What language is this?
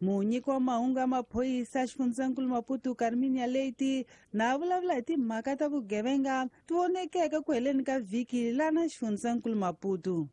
Tsonga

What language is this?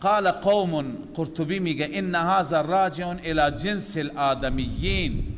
Persian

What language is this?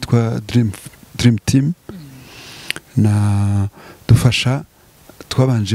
Kinyarwanda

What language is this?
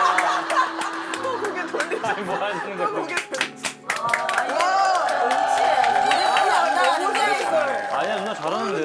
Korean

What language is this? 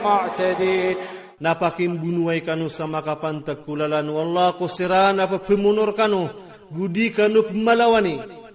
Iranun (Philippines)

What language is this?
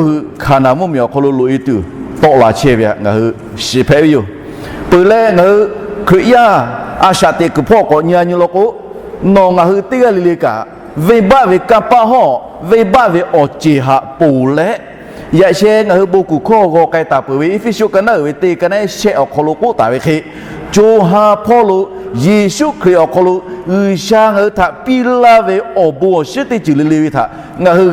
Lahu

